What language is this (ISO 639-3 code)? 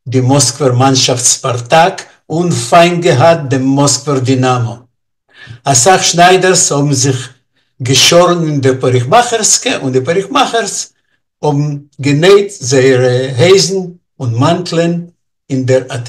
yid